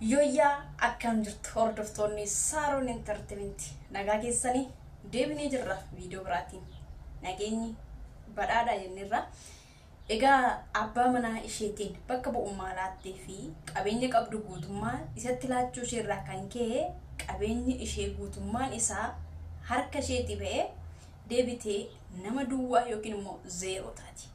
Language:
Oromo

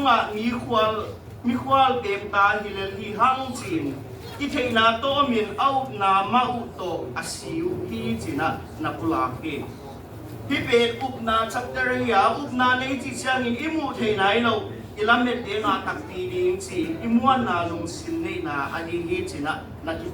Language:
Tedim Chin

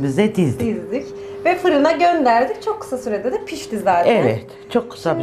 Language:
Turkish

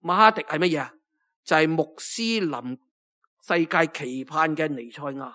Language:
Cantonese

